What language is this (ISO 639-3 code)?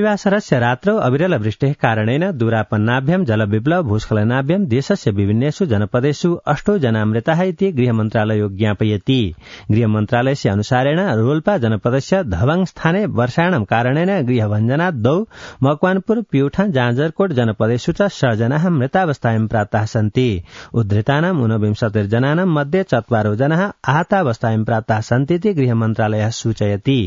san